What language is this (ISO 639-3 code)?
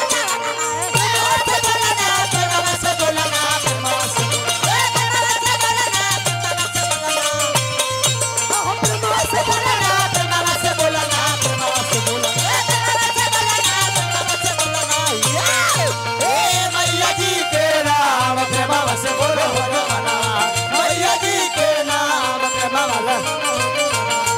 bho